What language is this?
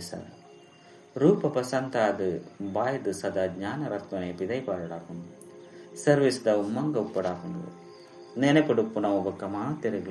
Tulu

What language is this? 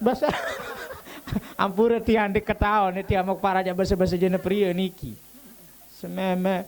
Sasak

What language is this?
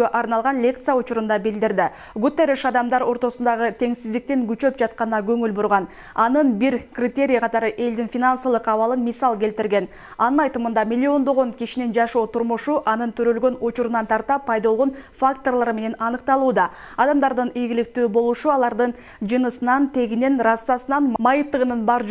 Kyrgyz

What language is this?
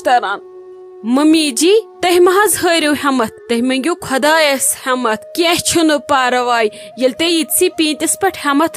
Kashmiri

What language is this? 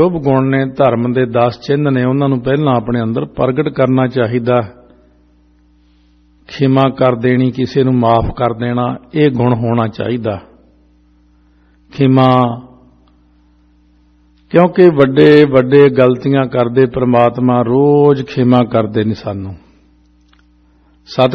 Punjabi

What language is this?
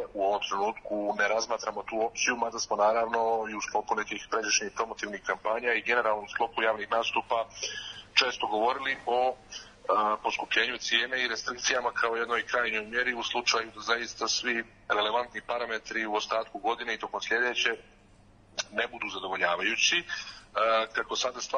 Serbian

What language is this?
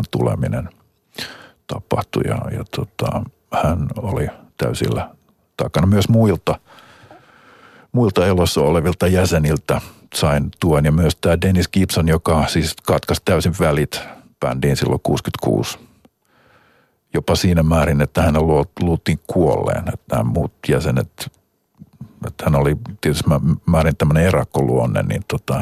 Finnish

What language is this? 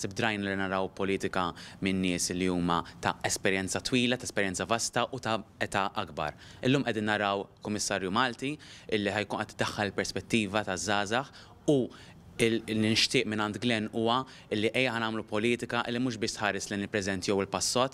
Maltese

